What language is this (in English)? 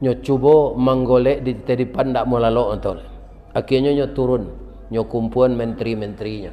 Minangkabau